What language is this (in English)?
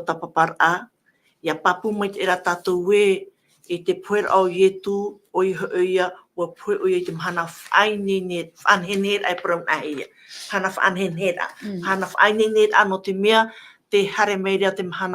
Tahitian